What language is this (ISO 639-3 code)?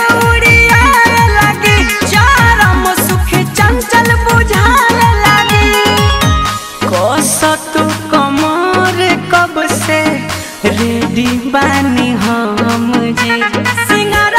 bho